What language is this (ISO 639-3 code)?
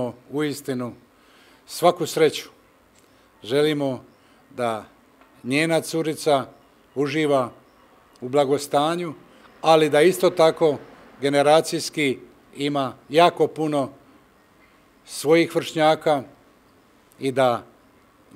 hrv